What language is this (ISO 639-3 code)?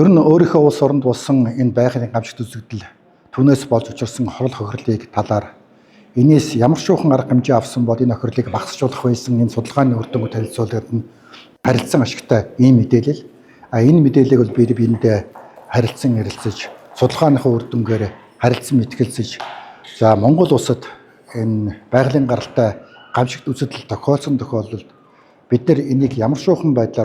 mon